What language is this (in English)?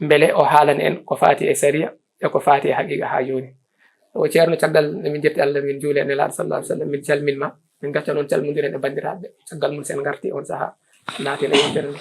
Fula